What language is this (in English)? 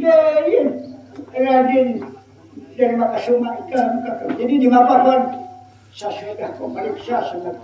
Banjar